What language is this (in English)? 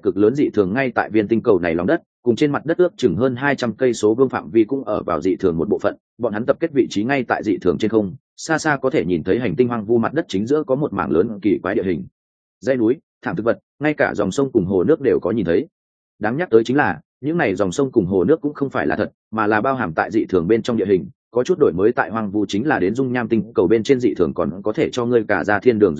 Vietnamese